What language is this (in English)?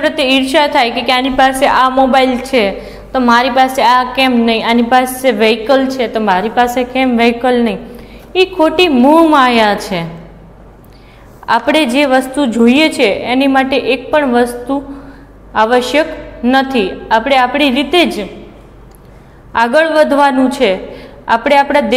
Gujarati